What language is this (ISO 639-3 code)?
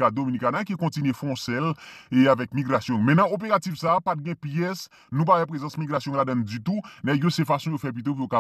hat